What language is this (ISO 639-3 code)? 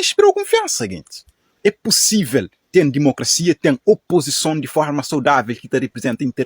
kea